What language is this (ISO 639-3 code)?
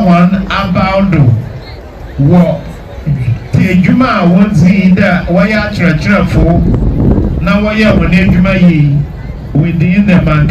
aka